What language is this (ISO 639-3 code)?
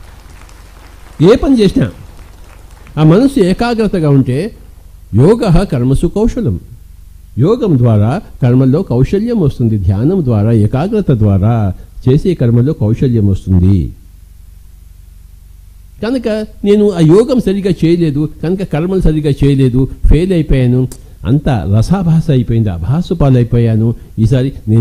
tel